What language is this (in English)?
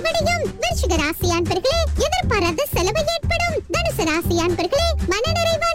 Tamil